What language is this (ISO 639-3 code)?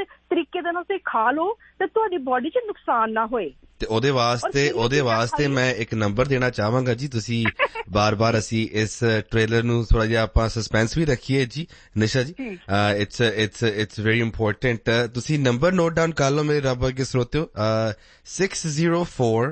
pan